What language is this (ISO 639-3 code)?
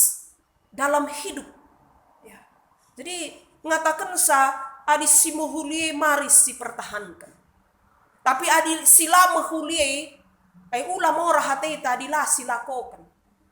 btx